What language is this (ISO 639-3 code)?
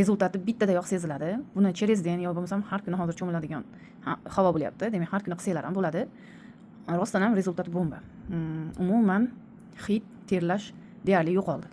uzb